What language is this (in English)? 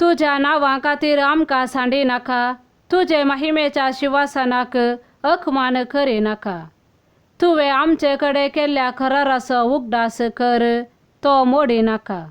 Konkani